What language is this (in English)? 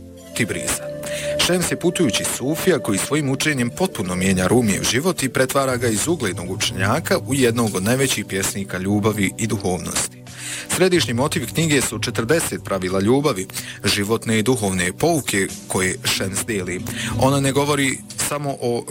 Bosnian